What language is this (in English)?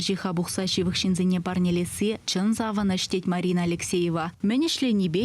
Chuvash